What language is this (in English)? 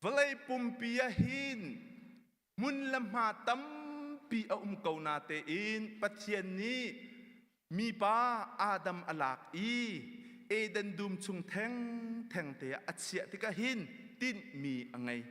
Hakha Chin